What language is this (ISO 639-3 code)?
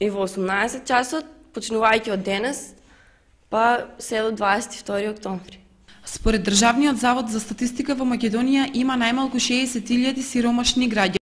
mkd